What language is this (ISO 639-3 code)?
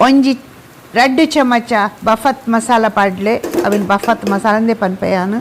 tcy